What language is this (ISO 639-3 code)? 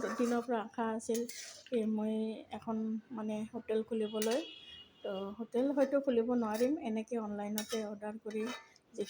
asm